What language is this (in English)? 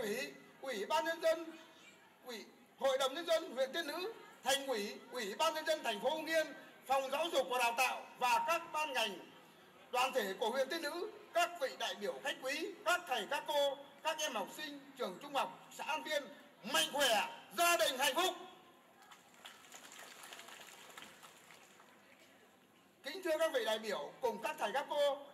Vietnamese